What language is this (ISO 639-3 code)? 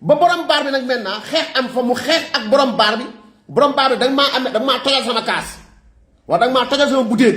wol